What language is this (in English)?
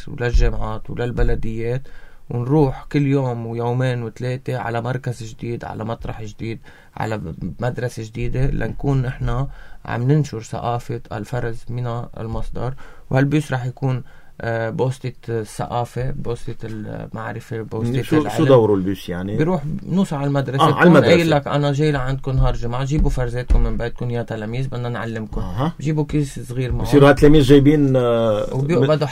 North Levantine Arabic